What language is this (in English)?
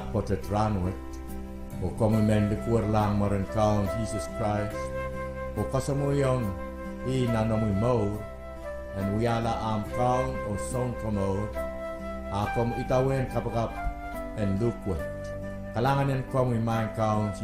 Pohnpeian